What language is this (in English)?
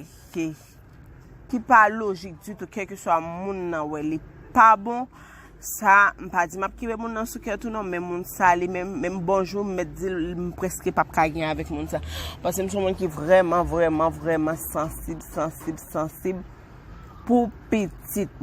Haitian Creole